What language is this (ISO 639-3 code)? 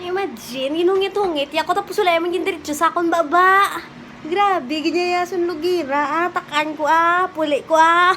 hil